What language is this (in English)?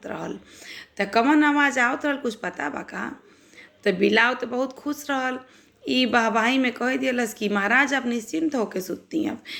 Bhojpuri